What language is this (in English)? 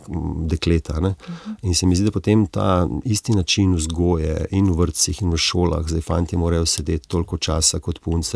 Slovenian